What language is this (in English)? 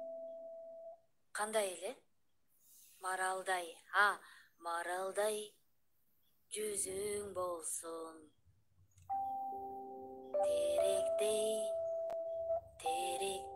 Kyrgyz